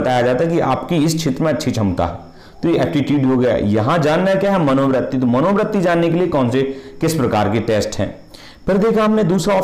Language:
Hindi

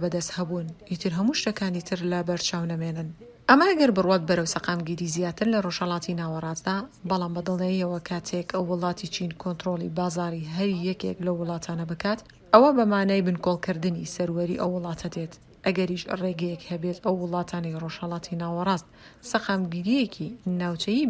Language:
Central Kurdish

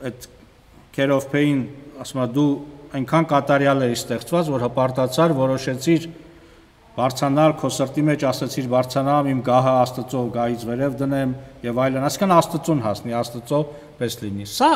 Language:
Armenian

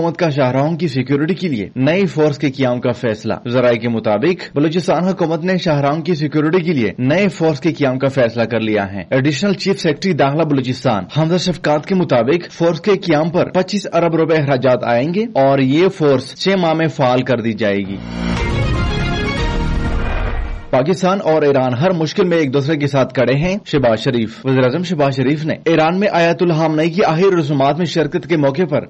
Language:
Urdu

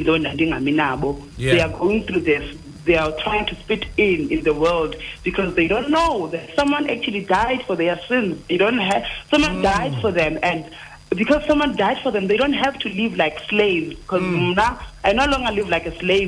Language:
Xhosa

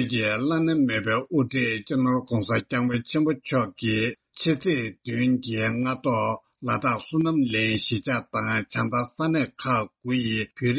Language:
Tibetan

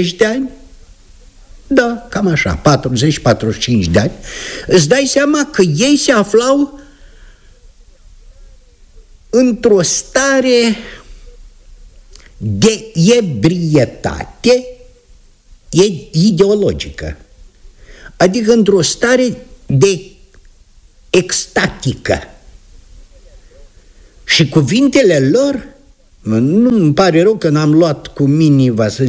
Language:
Romanian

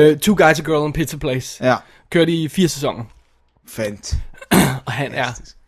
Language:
Danish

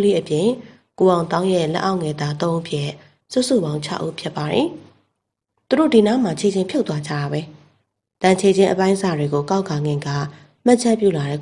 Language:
Burmese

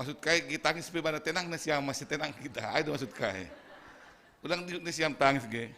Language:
Batak Simalungun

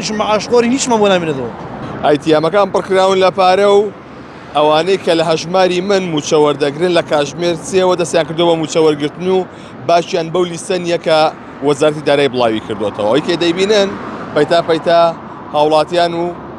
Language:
Central Kurdish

